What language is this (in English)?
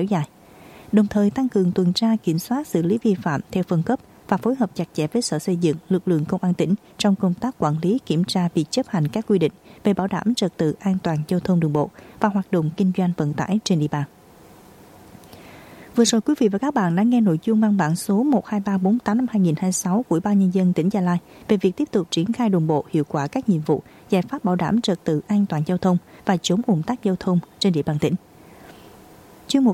Vietnamese